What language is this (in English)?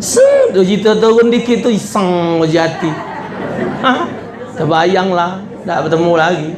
Musi